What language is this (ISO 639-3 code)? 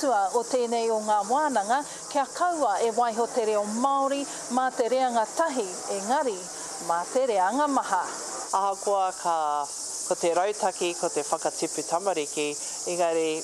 mri